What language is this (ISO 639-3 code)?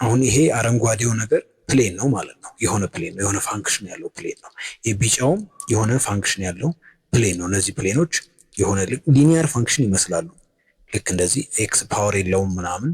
amh